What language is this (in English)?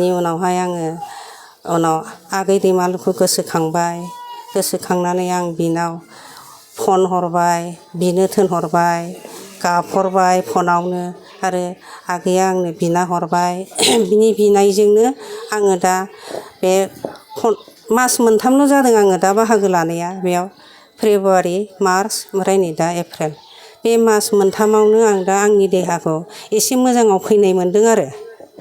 Bodo